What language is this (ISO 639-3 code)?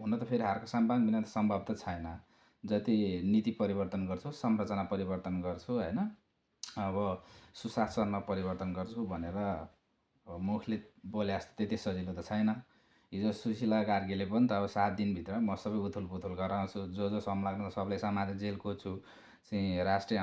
nep